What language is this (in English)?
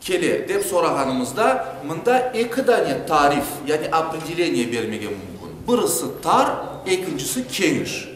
Crimean Tatar